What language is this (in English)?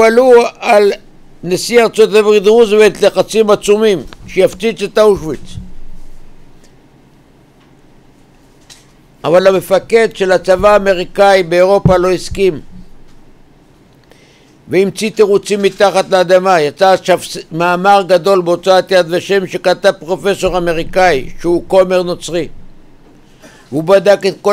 Hebrew